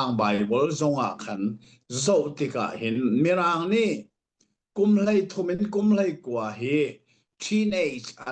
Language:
Hakha Chin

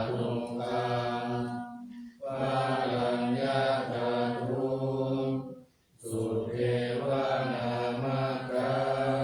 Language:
Pali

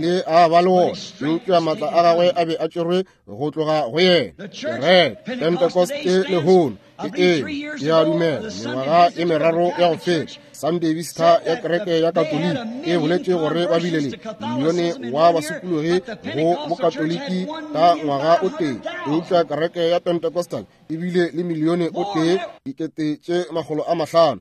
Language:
Northern Sotho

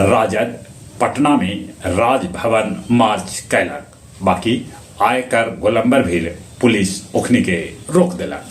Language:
Magahi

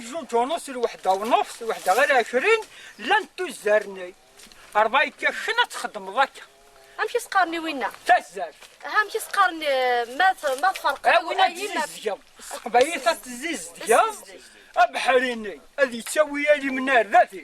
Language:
Kabyle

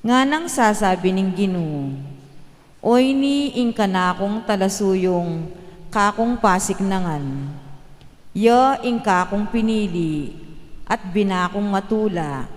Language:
Pampanga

